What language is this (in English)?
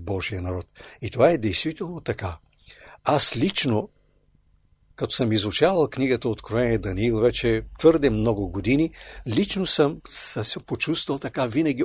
Bulgarian